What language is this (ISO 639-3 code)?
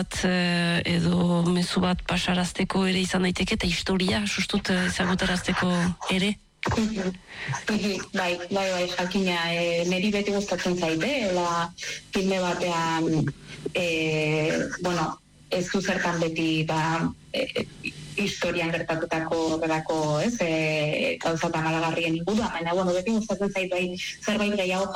eus